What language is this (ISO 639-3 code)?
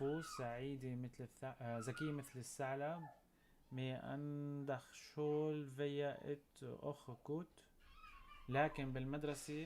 apc